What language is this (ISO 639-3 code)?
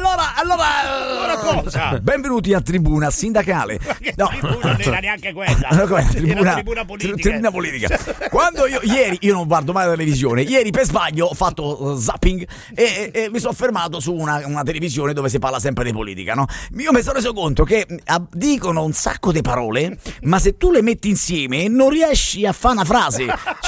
ita